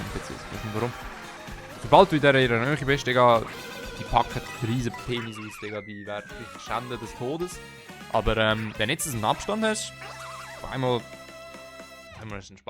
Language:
Swiss German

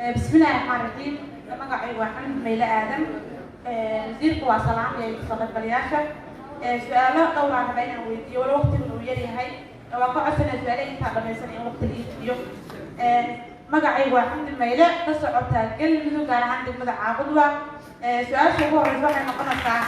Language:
Somali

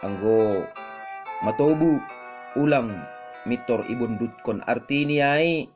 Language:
Batak Simalungun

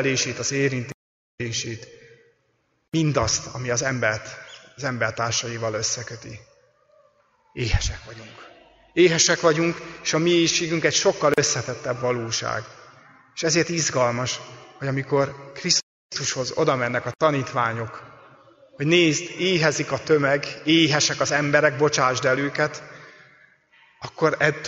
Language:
Hungarian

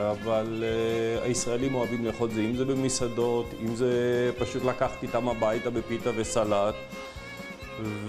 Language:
Hebrew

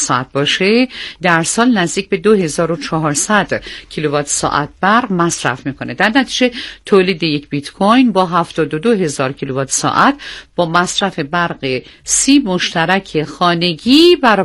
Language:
Persian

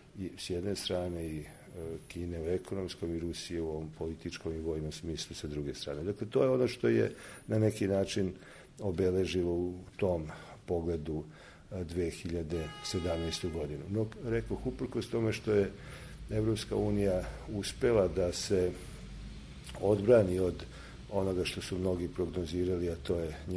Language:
Serbian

